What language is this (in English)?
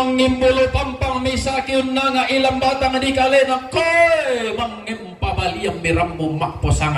Toraja-Sa'dan